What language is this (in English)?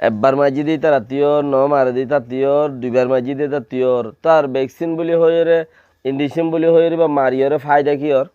Rohingya